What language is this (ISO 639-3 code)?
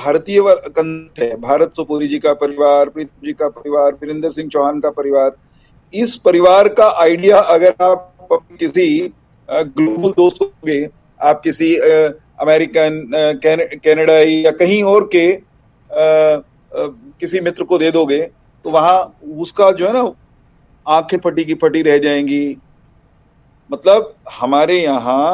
hin